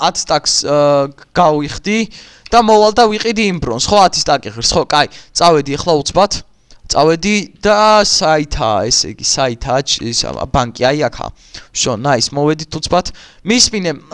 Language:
Georgian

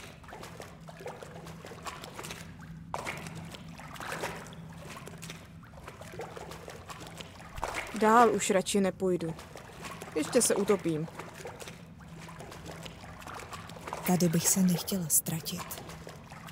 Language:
Czech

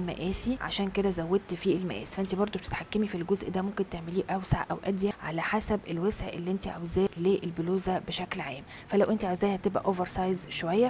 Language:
Egyptian Arabic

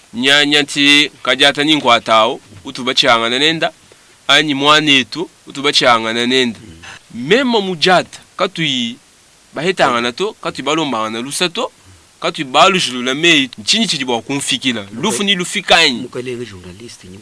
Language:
Luba-Lulua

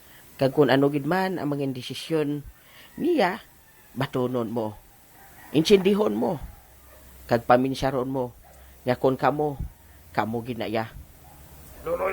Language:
Hiligaynon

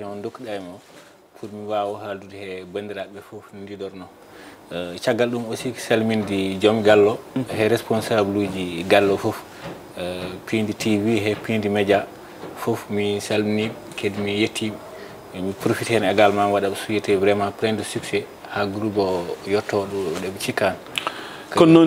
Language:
Fula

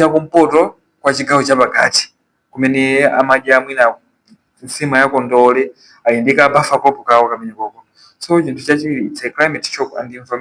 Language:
Nyanja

